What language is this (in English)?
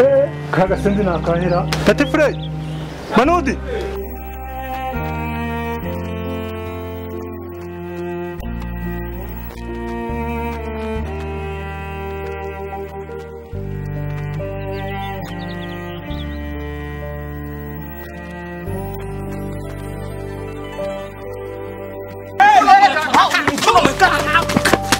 Kinyarwanda